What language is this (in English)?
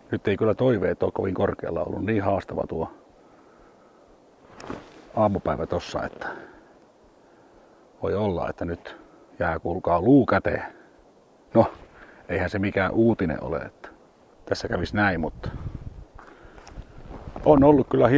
Finnish